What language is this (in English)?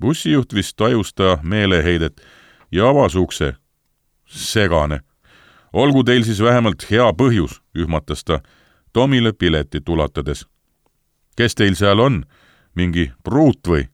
Estonian